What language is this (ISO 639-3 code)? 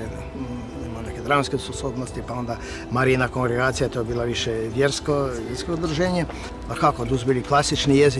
hrv